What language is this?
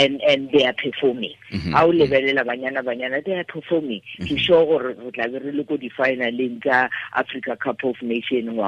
Tswana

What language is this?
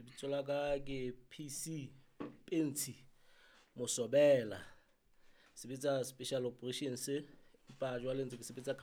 Southern Sotho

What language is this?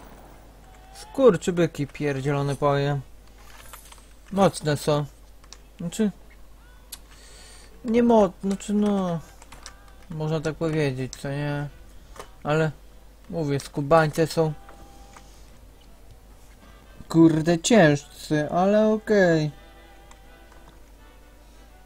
Polish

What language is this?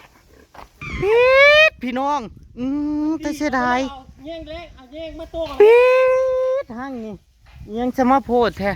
Northeastern Thai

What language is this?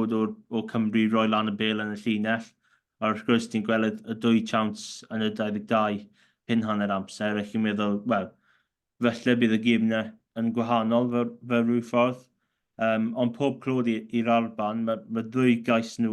Welsh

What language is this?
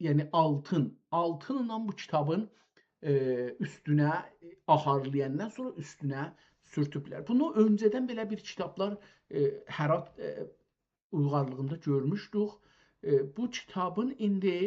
South Azerbaijani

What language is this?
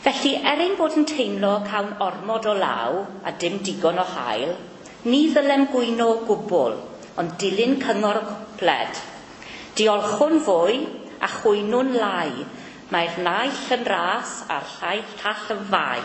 Welsh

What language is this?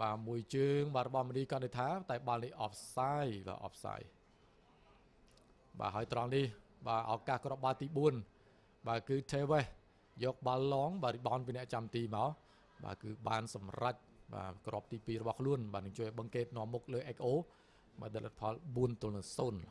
Khmer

